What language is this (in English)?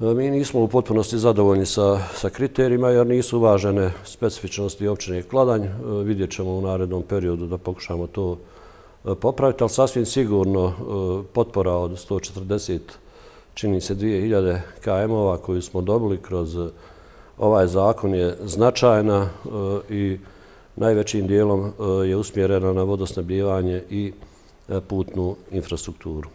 Bosnian